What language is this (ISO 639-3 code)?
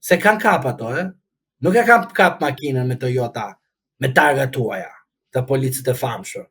sqi